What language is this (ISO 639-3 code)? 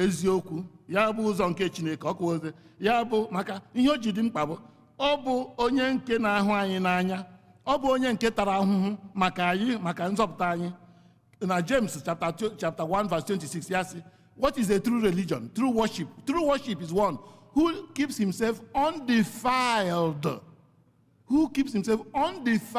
ibo